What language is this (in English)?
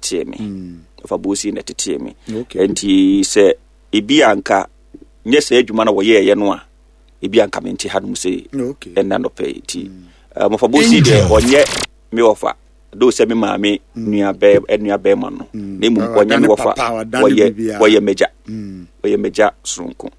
Akan